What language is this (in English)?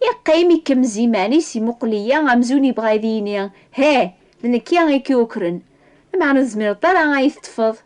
Kabyle